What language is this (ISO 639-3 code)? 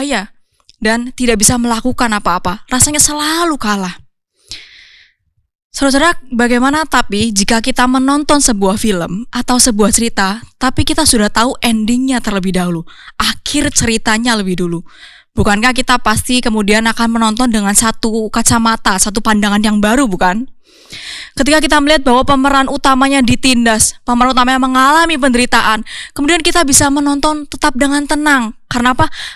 ind